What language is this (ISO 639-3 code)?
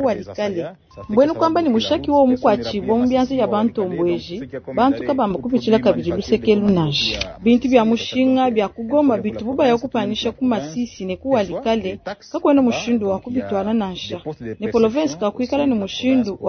lua